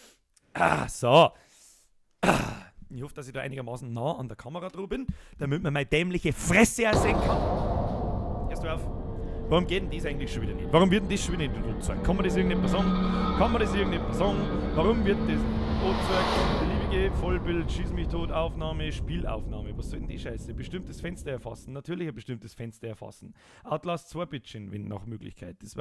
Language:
Bavarian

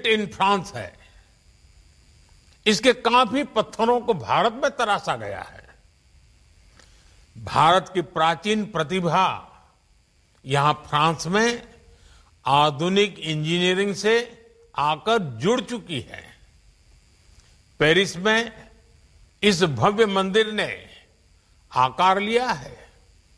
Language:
Hindi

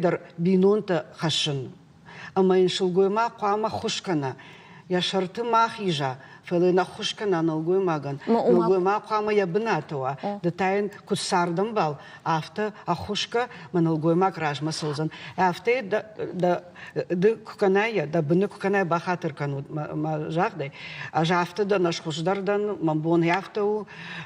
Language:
Ossetic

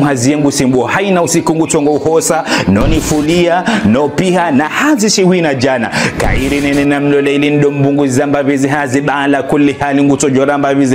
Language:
Ngazidja Comorian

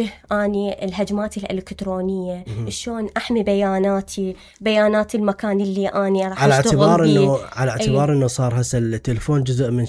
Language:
Mesopotamian Arabic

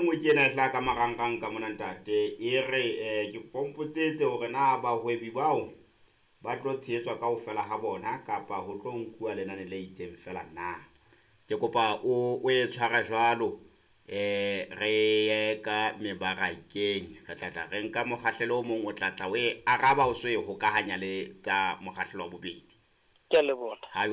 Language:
Southern Sotho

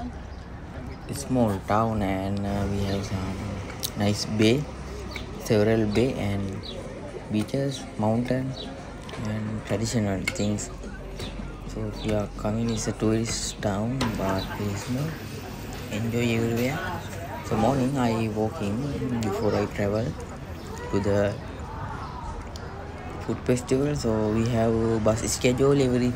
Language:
English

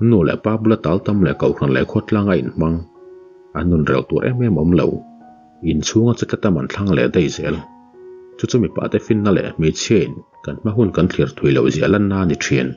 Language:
Mizo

